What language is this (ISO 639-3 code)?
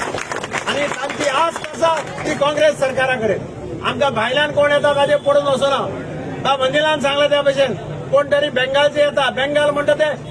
kok